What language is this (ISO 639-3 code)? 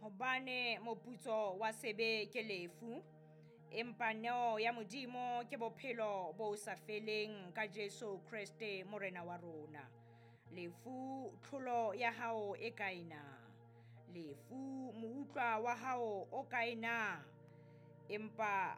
sot